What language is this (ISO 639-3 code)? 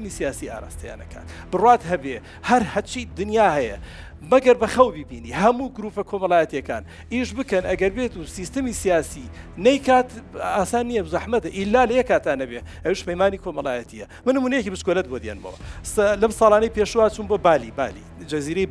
ckb